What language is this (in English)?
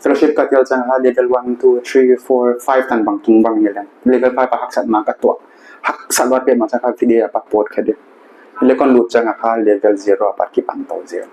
Paite Chin